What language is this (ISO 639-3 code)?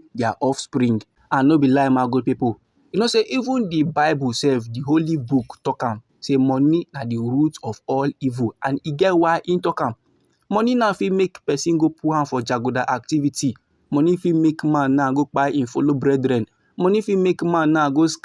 pcm